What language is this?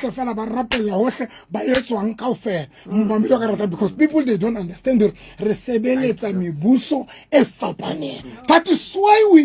Southern Sotho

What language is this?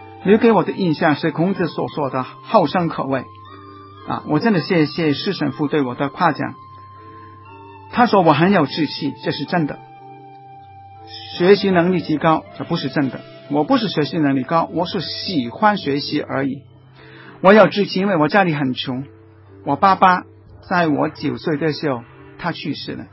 Chinese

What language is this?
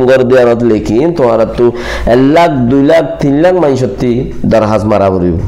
Rohingya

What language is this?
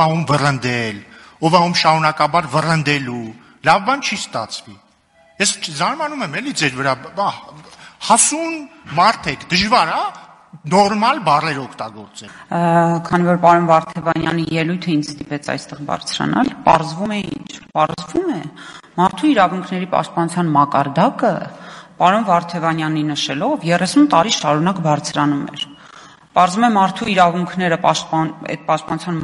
Armenian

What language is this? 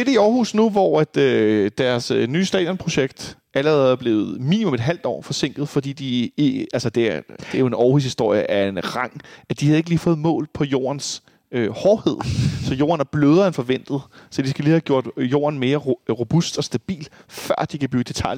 Danish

